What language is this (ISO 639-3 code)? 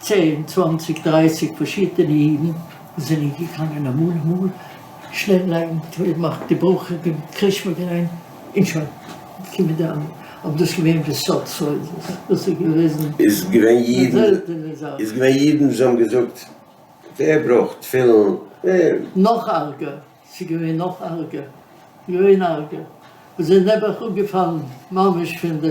yid